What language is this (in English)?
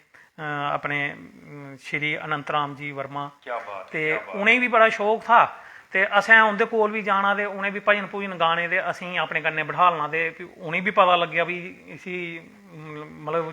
Dogri